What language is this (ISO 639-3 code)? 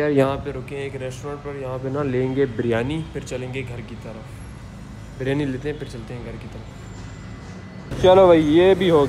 hin